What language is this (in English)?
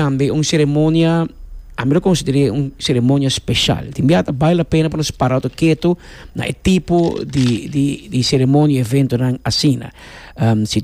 Papiamento